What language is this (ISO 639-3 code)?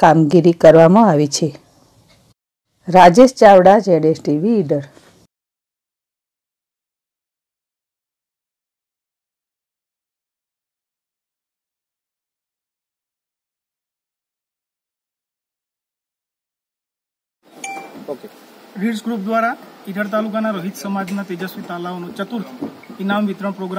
guj